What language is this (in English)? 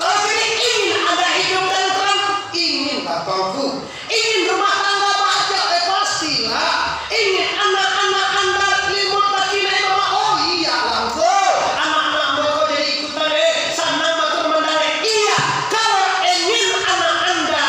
Minangkabau